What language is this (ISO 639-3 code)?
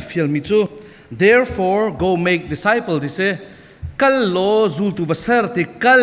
cfm